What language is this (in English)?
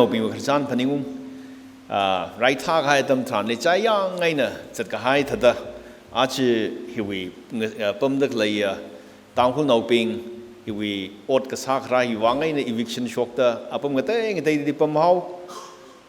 Tangkhul Naga (India)